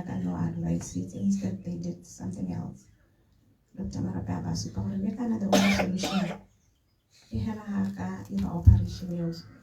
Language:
Tswana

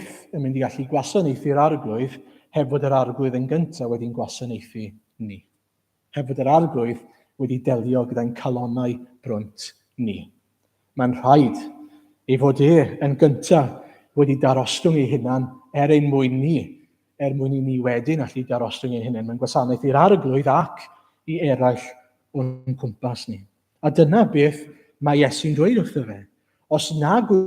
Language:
Welsh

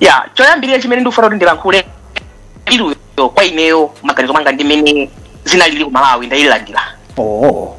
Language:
Nyanja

